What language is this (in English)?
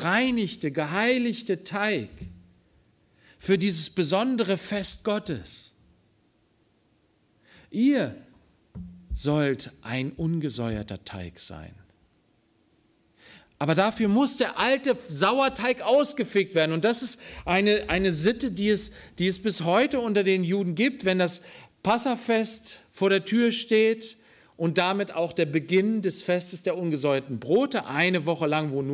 German